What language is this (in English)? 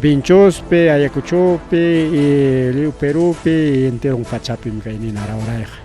Ayacucho Quechua